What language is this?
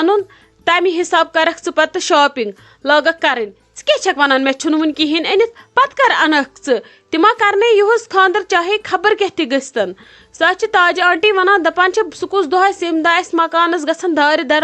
Kashmiri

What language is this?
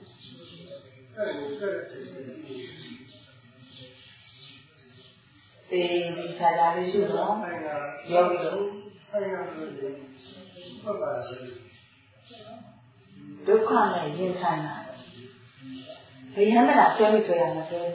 Burmese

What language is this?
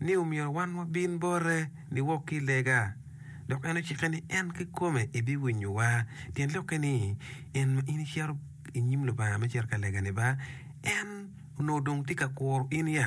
Acoli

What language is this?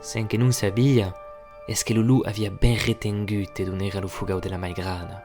Occitan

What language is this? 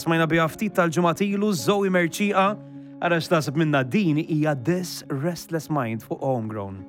Maltese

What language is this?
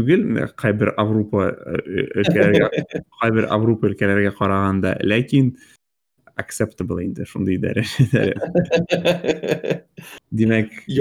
Tatar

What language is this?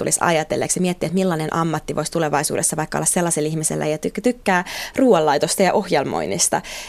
Finnish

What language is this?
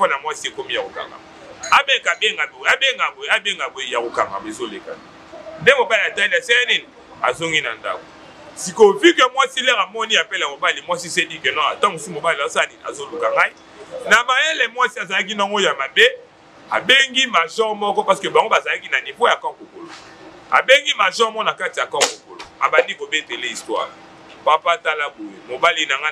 Lingala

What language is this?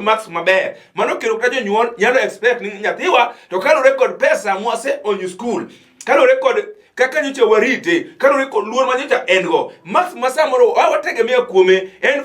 Luo (Kenya and Tanzania)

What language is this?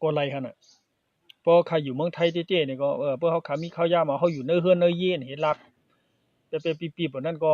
Shan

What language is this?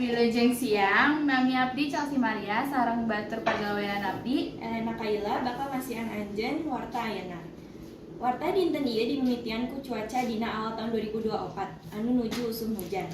Sundanese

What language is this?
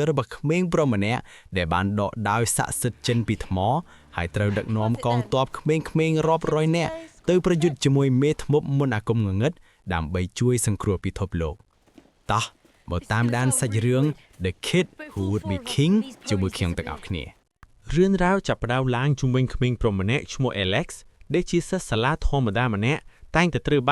Khmer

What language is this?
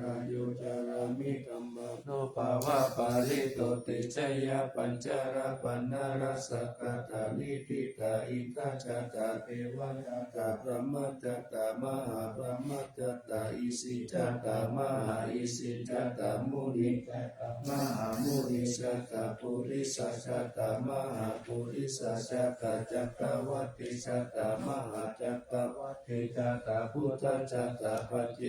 Pali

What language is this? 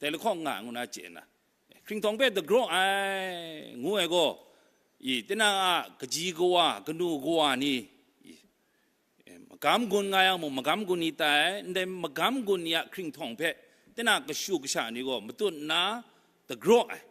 Kachin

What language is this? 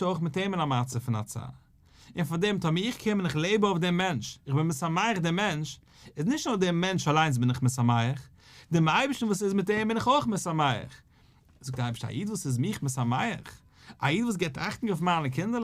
Yiddish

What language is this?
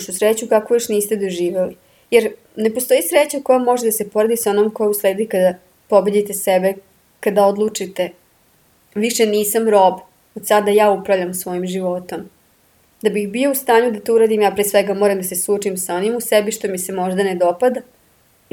Serbian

